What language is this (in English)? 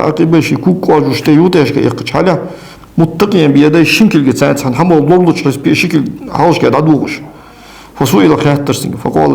Ingush